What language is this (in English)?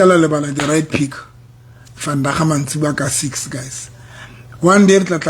Southern Sotho